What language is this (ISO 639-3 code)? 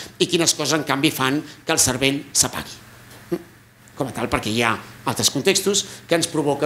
cat